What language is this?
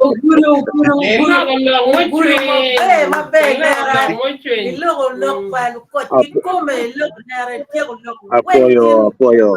Acoli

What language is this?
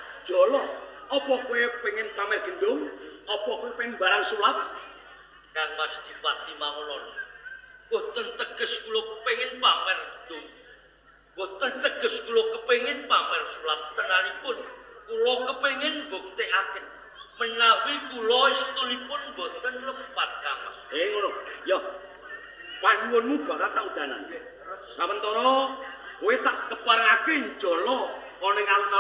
Javanese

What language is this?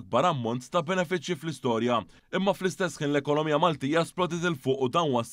Maltese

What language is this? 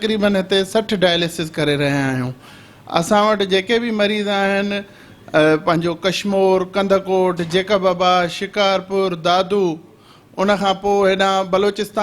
Sindhi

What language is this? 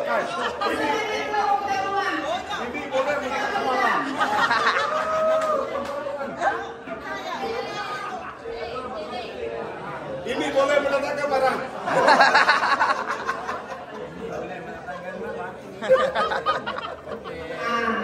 Malay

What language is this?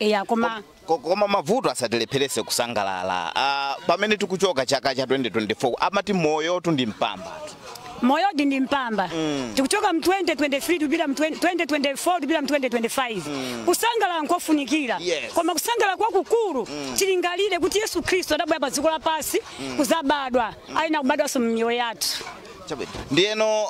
Nyanja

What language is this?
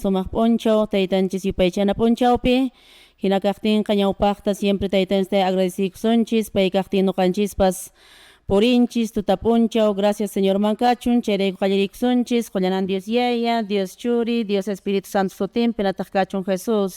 Quechua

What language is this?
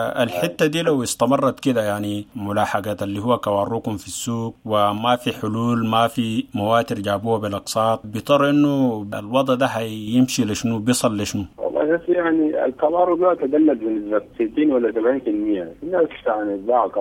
Sudanese Arabic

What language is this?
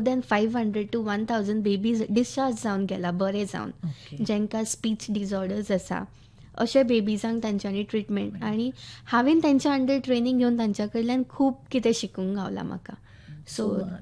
Konkani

